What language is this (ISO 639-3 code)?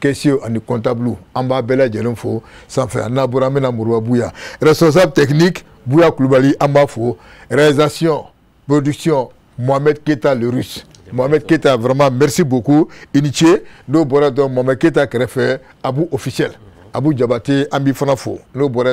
bam